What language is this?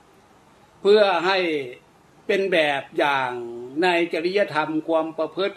Thai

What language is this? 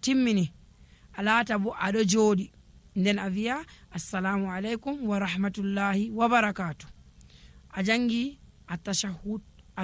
Nigerian Fulfulde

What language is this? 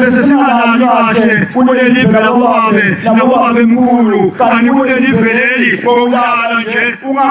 Zulu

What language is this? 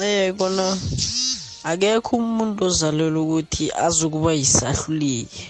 South Ndebele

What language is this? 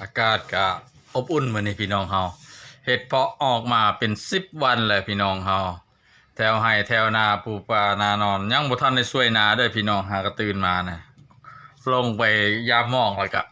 Lao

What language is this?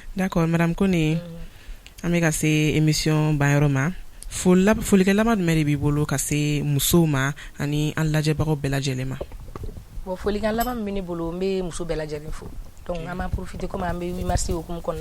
Bambara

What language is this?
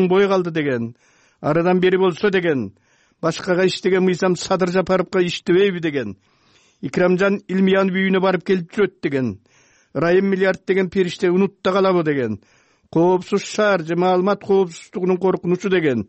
Kyrgyz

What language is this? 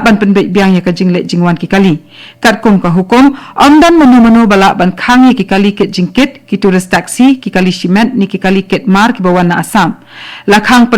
Khasi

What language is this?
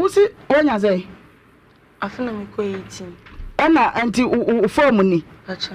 Akan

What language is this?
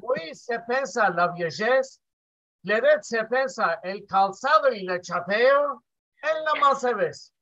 Ladino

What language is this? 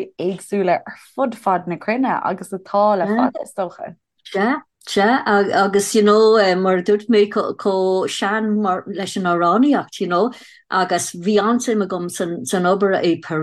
Irish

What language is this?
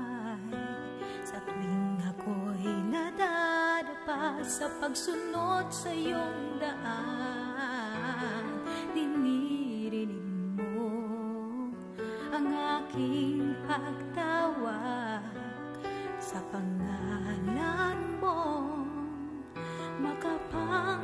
Filipino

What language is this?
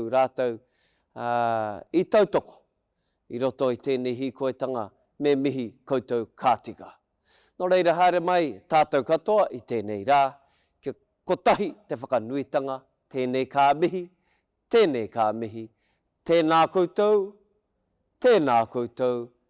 Māori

